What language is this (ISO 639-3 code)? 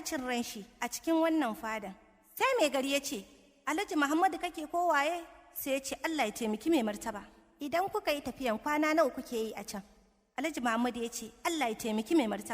hau